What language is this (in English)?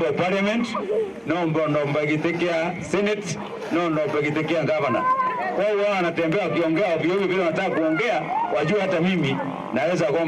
Meru